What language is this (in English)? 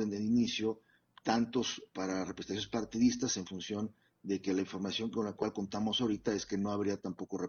Spanish